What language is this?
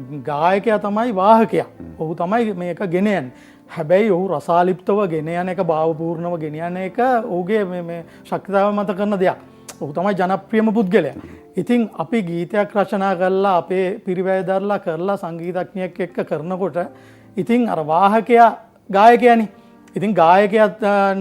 Sinhala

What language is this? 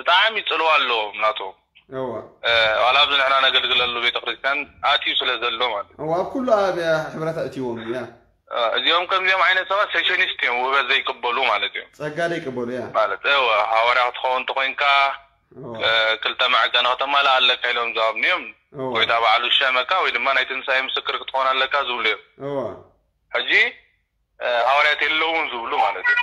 Tigrinya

